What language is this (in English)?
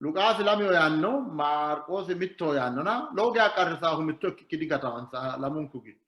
Sidamo